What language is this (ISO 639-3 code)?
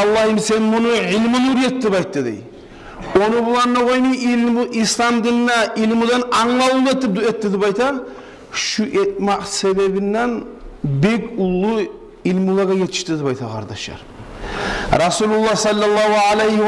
kum